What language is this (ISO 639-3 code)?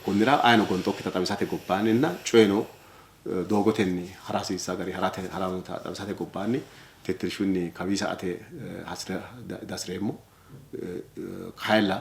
sid